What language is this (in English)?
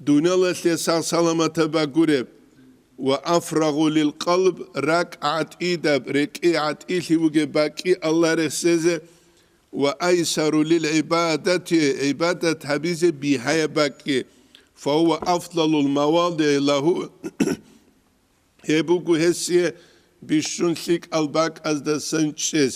Avaric